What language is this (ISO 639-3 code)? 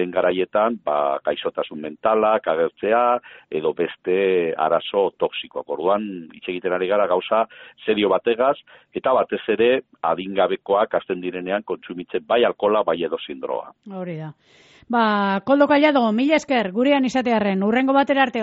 eus